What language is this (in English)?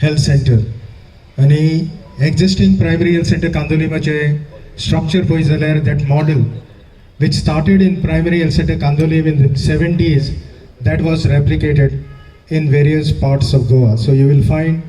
Konkani